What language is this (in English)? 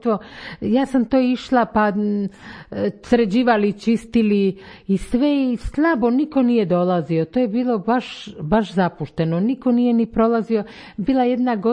Croatian